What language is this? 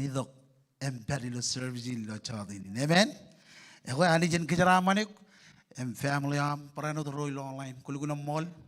Marshallese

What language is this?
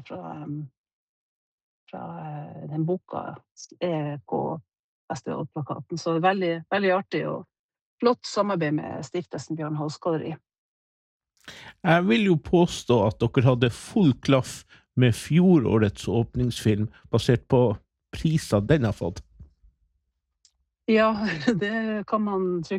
Norwegian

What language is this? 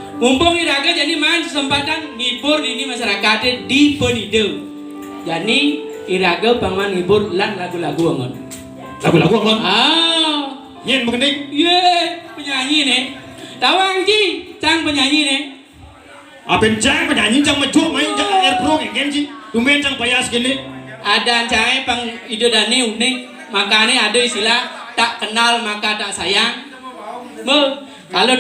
Balinese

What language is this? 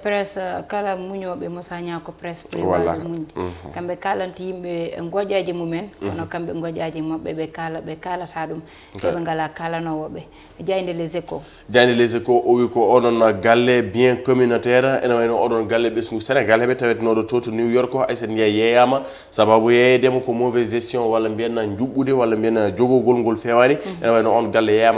Fula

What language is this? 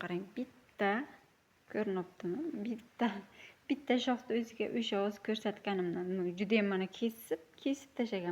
Uzbek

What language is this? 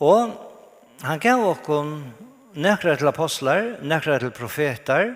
Faroese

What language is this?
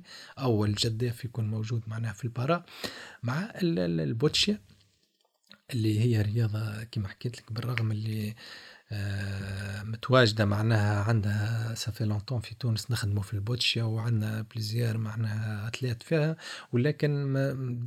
Tunisian Arabic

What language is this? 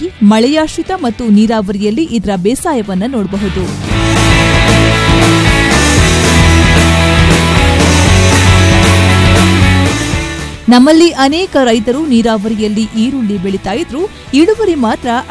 Kannada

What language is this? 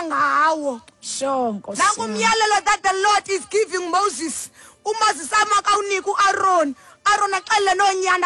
Xhosa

